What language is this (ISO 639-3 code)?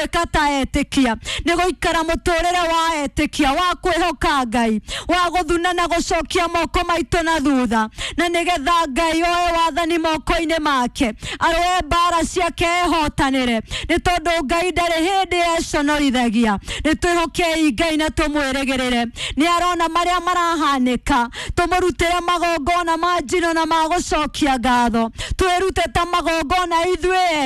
kik